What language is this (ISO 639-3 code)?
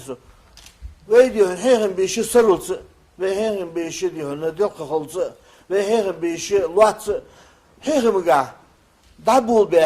inh